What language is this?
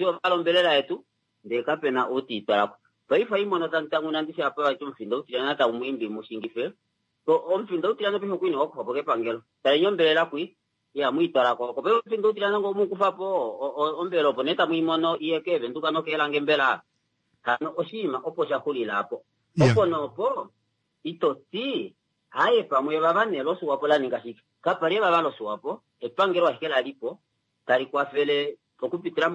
Kuanyama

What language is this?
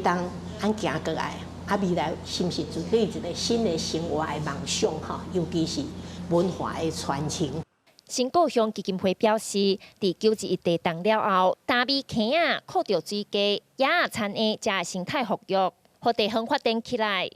Min Nan Chinese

